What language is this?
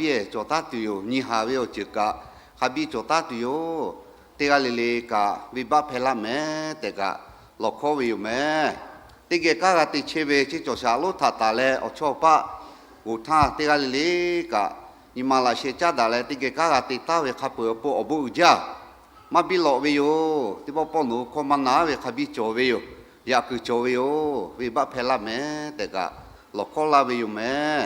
Lahu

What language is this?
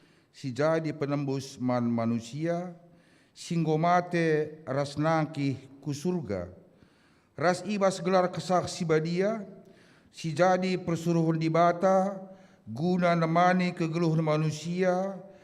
Batak Karo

